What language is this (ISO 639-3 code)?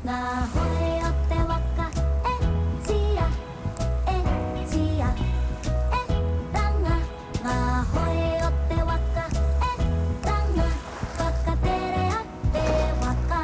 mri